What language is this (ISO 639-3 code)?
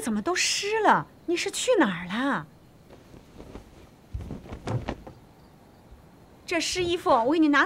zho